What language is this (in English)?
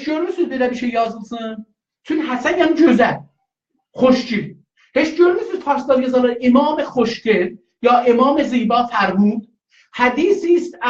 South Azerbaijani